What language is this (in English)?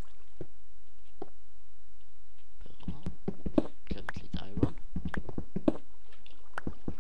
Swedish